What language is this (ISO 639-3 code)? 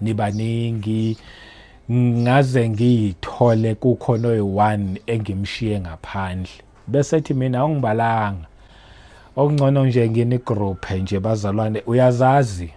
zul